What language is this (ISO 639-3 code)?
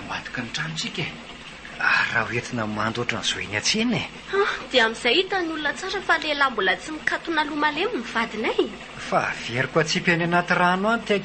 mlg